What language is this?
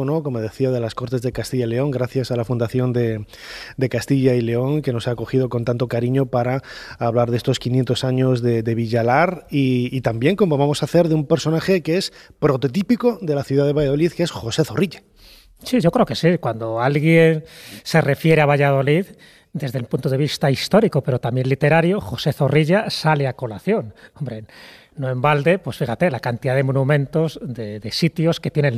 Spanish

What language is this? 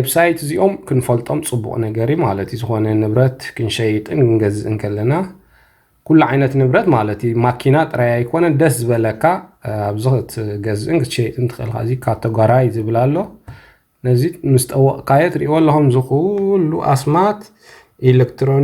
Tigrinya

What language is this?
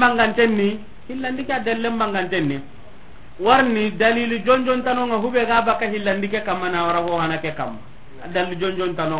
Soninke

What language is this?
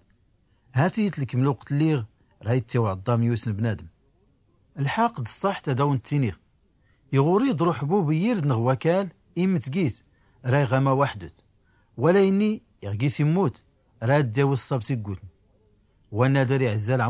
Tachelhit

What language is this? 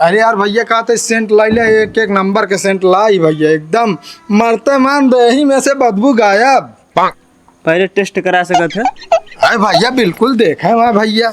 Awadhi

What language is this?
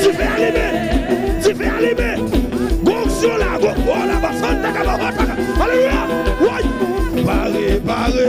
Haitian Creole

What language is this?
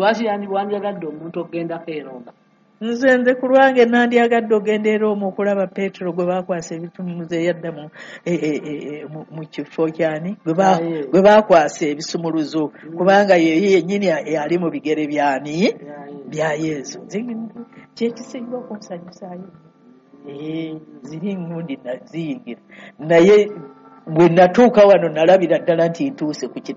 Ganda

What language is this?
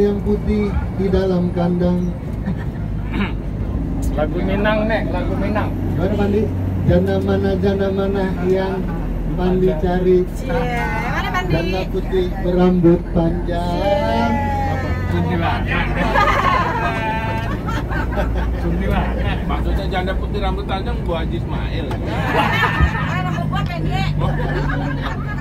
Indonesian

